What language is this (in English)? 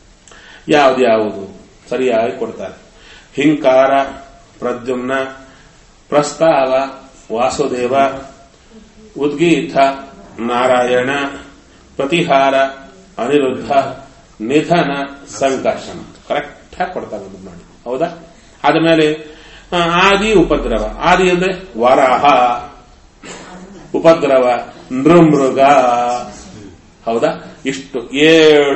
Kannada